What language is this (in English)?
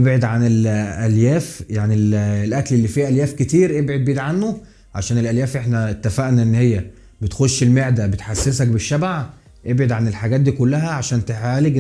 Egyptian Arabic